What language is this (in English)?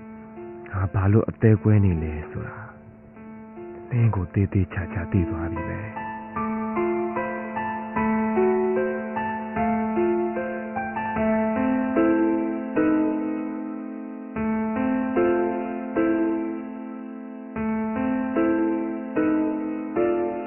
Burmese